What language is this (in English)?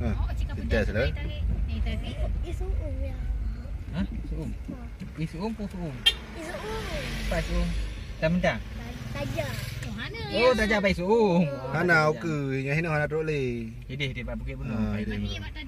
Achinese